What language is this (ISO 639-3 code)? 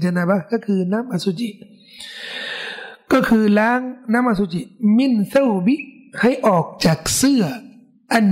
tha